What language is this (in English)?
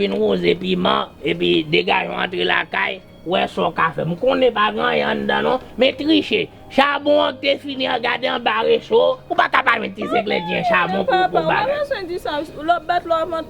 Haitian Creole